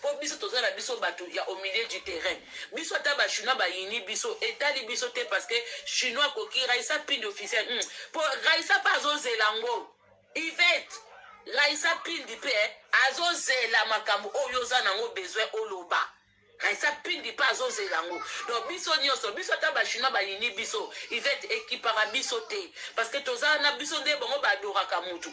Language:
Lingala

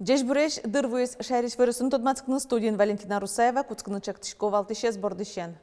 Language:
Udmurt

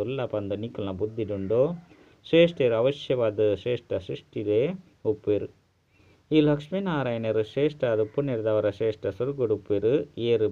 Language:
Tulu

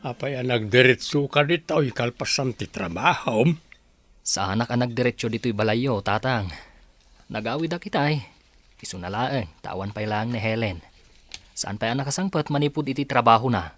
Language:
Iloko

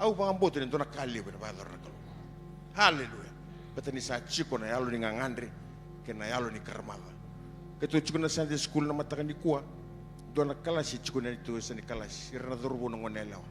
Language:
Fijian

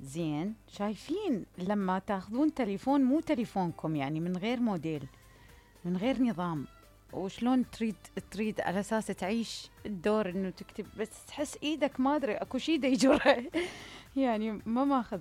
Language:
Mesopotamian Arabic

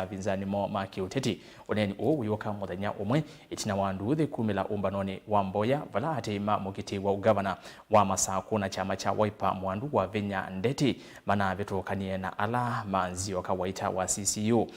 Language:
Kamba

